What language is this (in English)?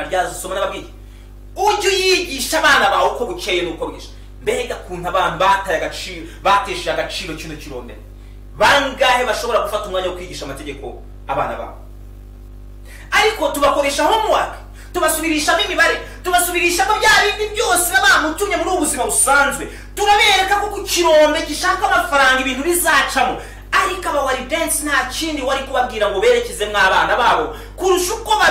Kinyarwanda